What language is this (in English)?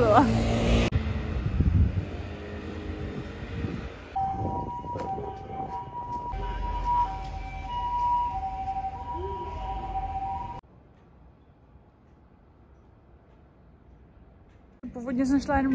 Czech